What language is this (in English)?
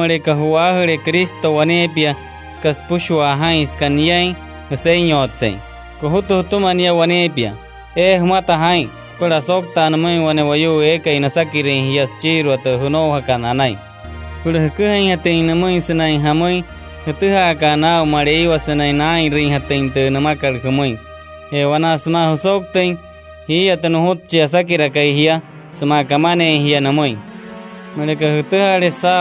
Wayuu